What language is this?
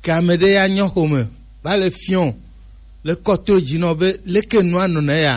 Gen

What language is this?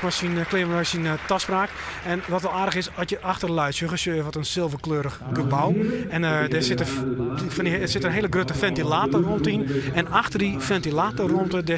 Western Frisian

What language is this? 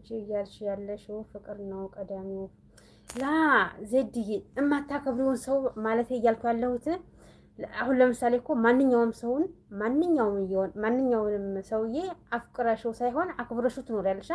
Amharic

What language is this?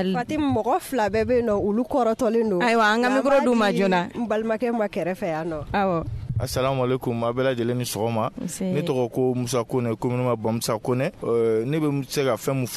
Bambara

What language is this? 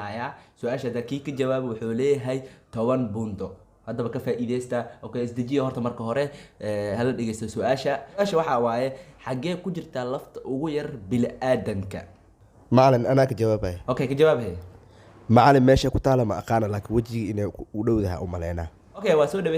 Somali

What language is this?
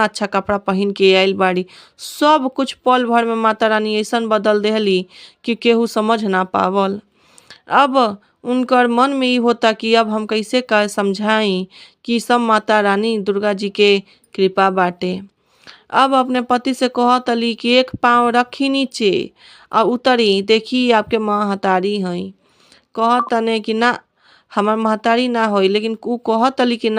Bhojpuri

